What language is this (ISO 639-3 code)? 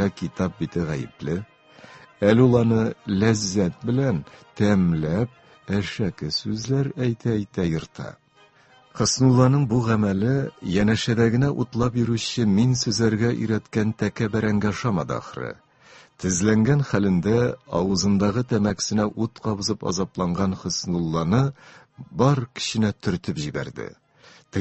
tat